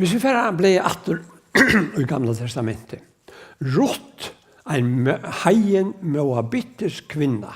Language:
Faroese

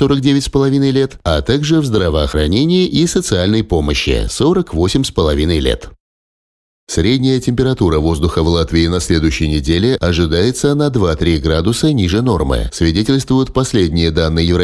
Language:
Russian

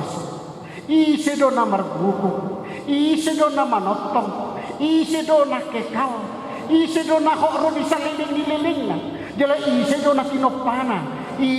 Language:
Batak Toba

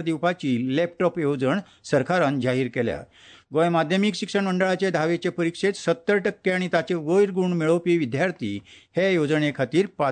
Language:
Konkani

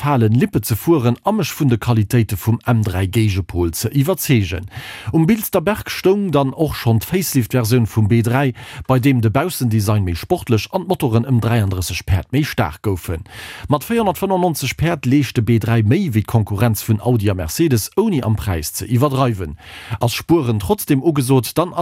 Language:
Luxembourgish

